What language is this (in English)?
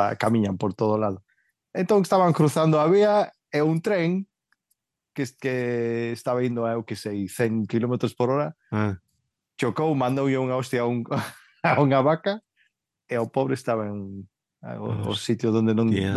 Galician